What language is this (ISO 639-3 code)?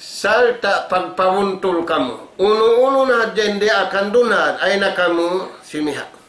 tsg